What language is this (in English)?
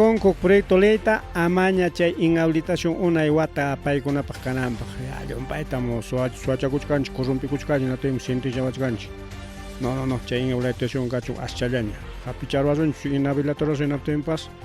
Ayacucho Quechua